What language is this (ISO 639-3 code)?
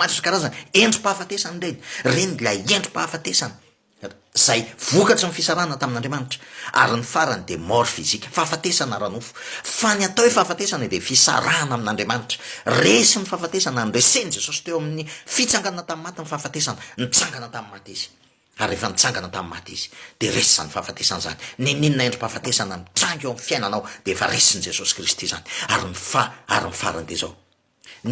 mlg